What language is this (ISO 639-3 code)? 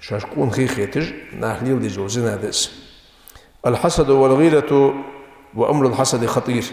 inh